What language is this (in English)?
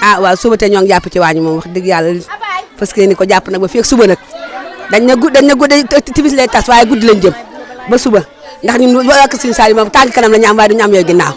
Wolof